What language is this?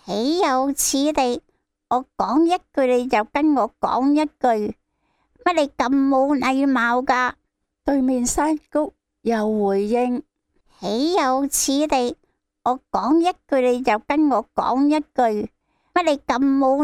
Cantonese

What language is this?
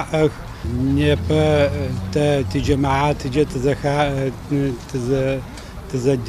Adyghe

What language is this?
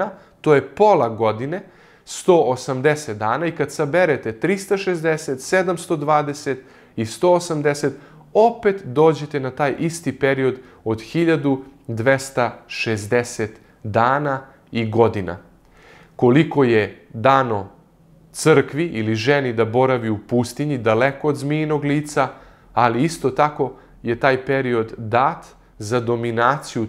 Serbian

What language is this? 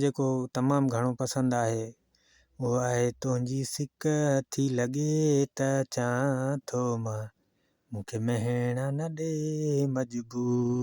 Sindhi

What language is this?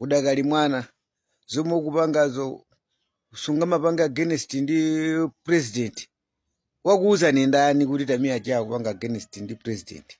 Nyanja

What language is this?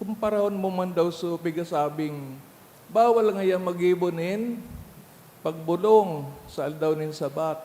Bikol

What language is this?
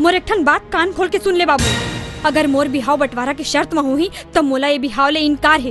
Chhattisgarhi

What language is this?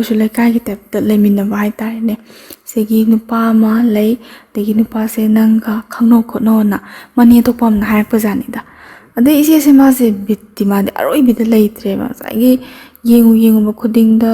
Manipuri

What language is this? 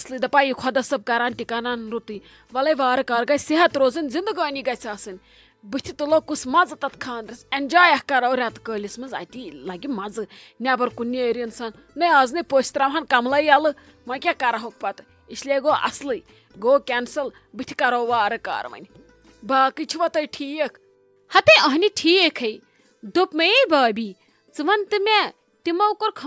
Kashmiri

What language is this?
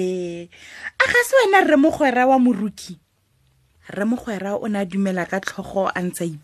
Tswana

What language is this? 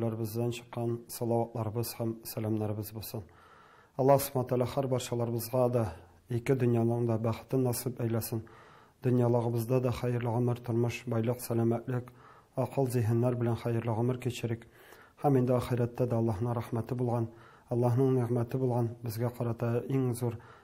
Tatar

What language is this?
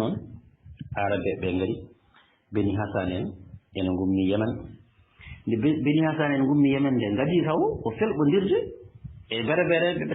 Fula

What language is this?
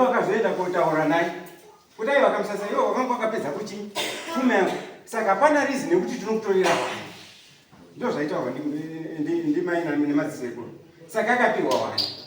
Shona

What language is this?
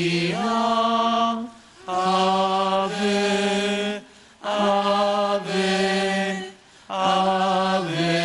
Italian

